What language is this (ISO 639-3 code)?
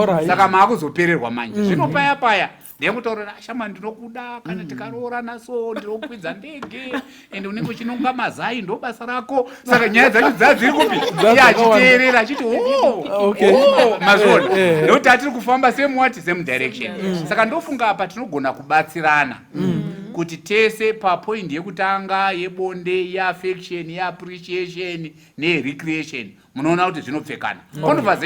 sna